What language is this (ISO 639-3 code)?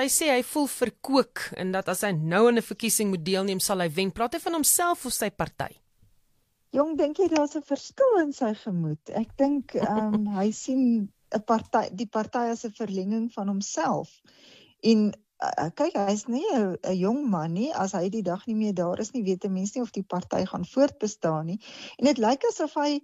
afr